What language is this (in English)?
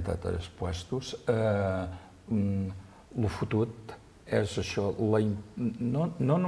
Catalan